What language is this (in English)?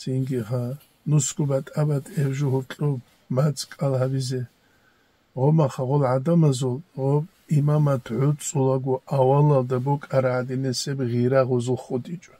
Avaric